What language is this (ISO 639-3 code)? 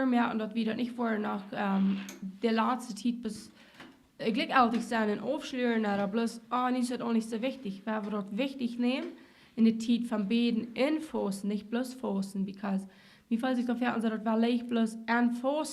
pdt